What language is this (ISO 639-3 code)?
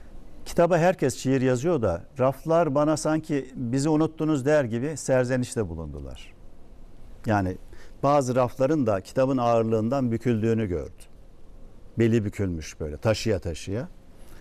tur